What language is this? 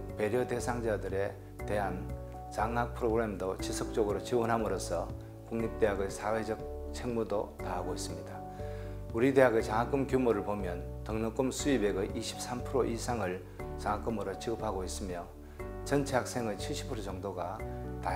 Korean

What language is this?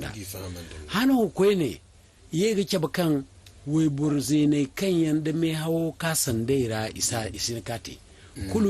Zarma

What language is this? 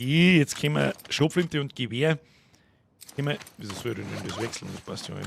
Bavarian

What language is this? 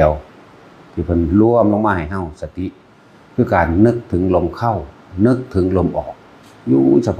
Northeastern Thai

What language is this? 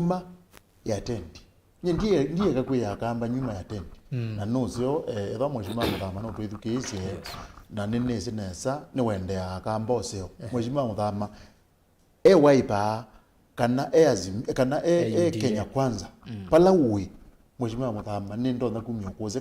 Kamba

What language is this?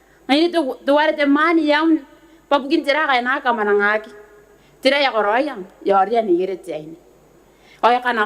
Gilbertese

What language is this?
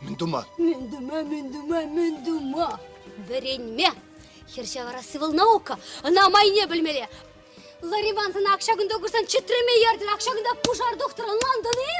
Chuvash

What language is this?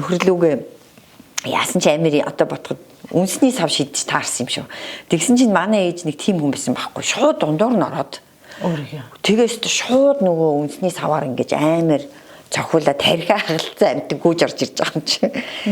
Mongolian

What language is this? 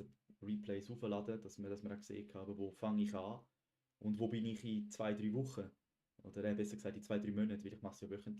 Swiss German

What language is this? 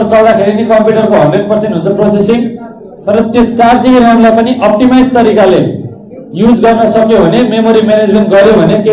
Nepali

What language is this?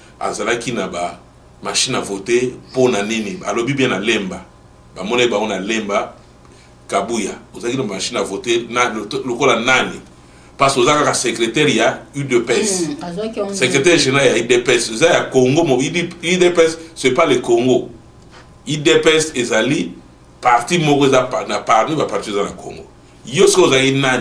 Lingala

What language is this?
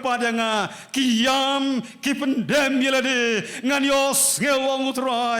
Khasi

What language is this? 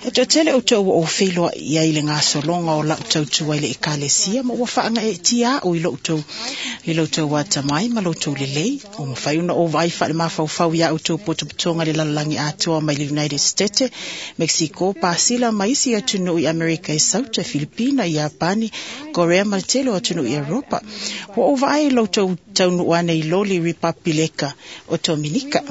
Samoan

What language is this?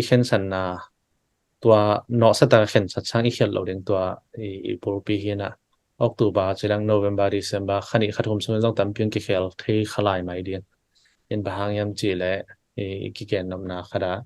Tedim Chin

